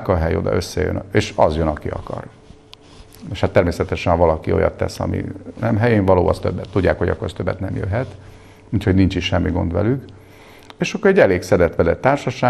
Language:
Hungarian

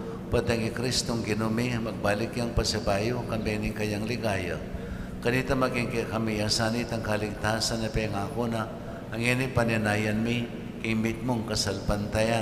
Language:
Pampanga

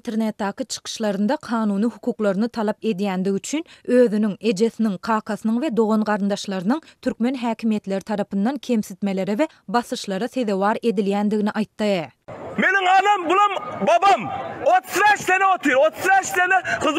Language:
Turkmen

